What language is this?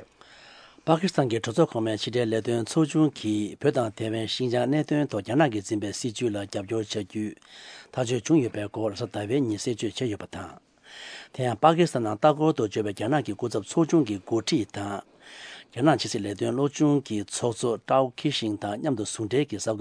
Tibetan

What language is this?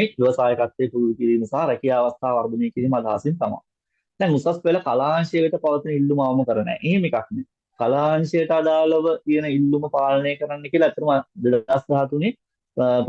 Sinhala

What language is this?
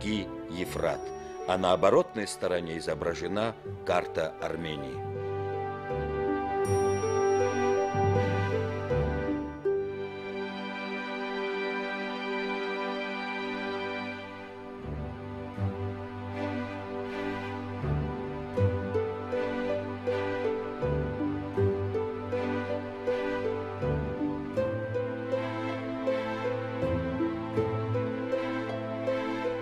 Russian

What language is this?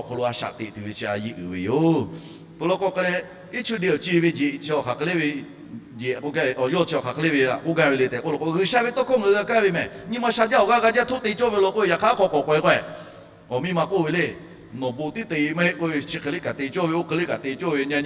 Lahu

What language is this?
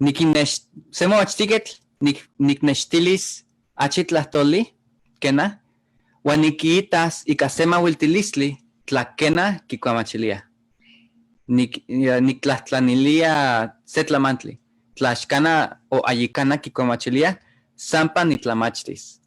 Eastern Huasteca Nahuatl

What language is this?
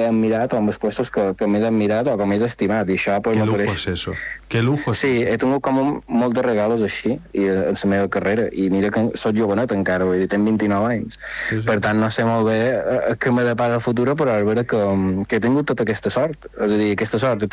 Catalan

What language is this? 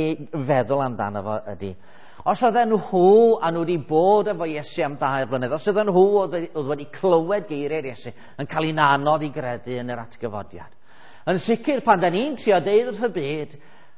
Welsh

